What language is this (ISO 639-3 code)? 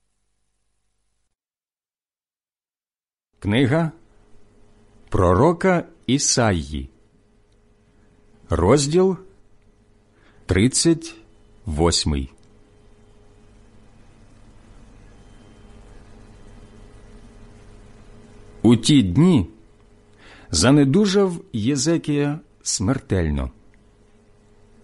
ukr